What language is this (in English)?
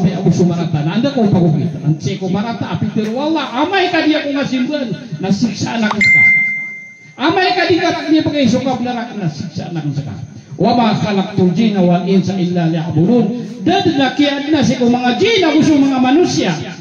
Maranao